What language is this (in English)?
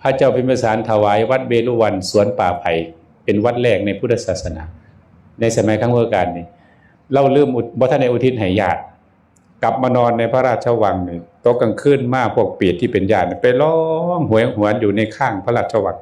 Northeastern Thai